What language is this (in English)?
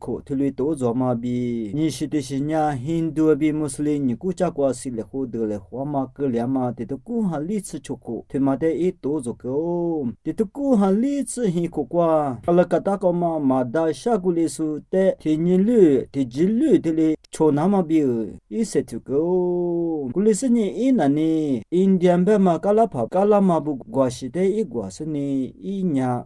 Lisu